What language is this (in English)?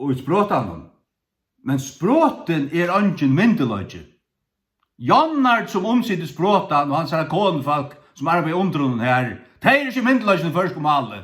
Faroese